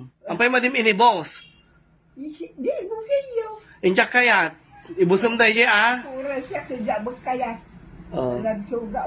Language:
Iloko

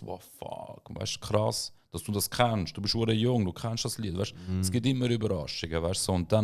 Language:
Swiss German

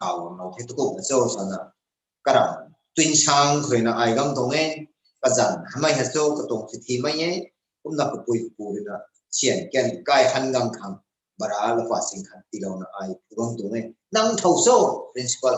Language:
Rongmei Naga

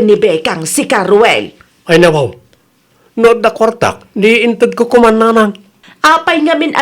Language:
Iloko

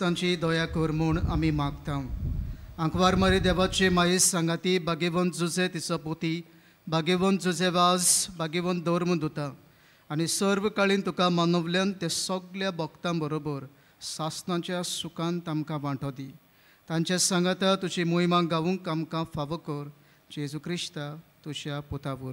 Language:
Konkani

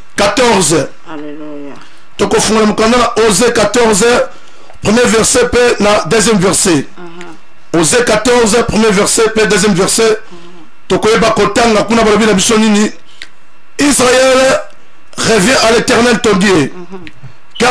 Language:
Lingala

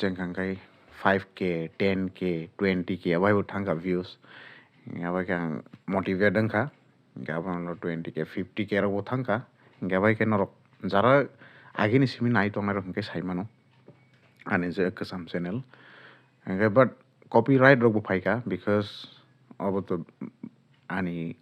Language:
Kok Borok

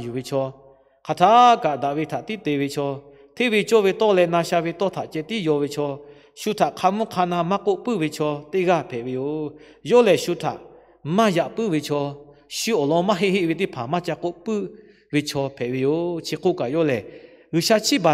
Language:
Lahu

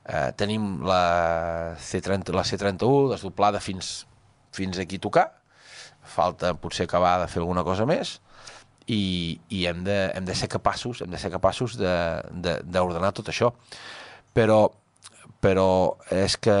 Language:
Catalan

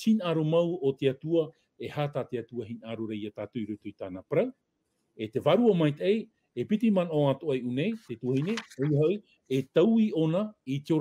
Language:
Tahitian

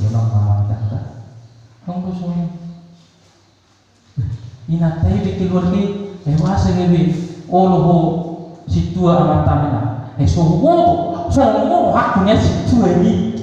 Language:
Batak Toba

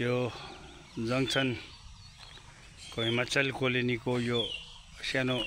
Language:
Nepali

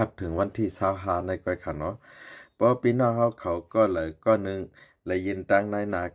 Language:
Shan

